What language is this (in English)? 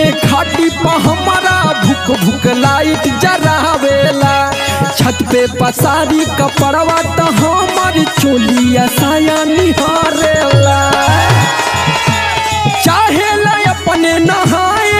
Bhojpuri